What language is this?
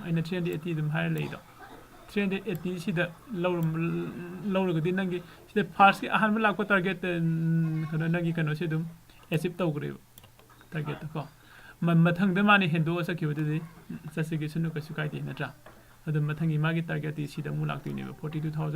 Manipuri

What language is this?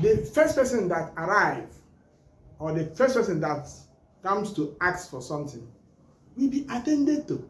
Igbo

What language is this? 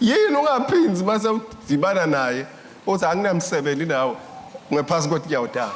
Swati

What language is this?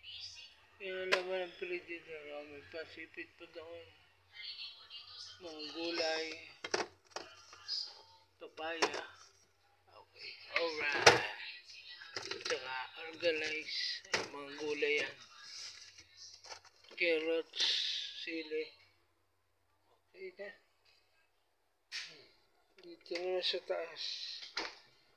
Filipino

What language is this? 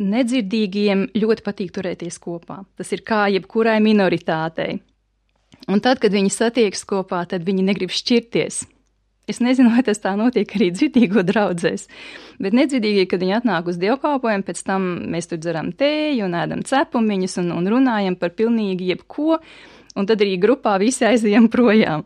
Latvian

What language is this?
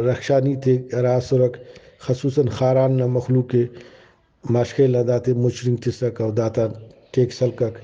Brahui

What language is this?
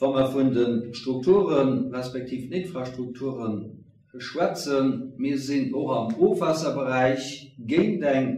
Luxembourgish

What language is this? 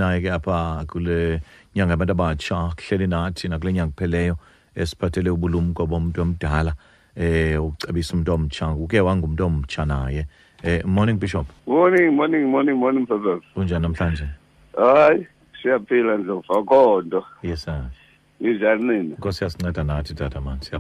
Xhosa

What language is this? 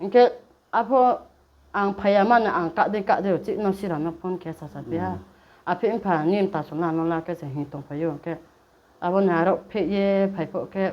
Riang (India)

